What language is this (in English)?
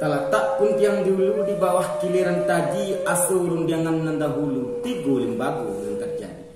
Minangkabau